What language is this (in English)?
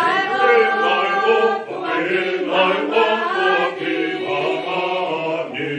Tongan